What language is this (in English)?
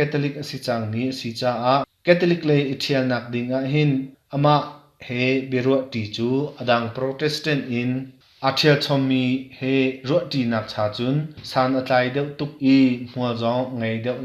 Hakha Chin